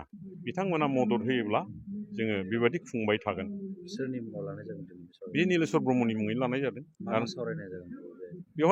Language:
Bodo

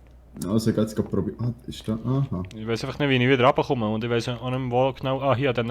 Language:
Swiss German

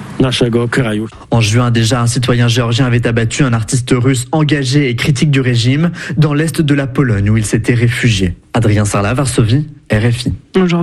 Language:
French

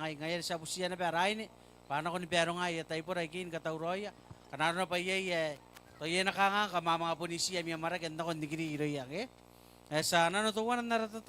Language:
Gilbertese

